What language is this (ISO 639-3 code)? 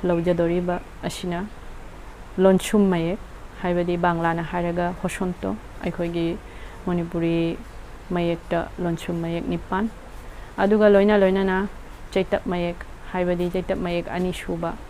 mni